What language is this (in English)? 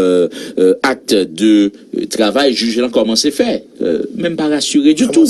Haitian Creole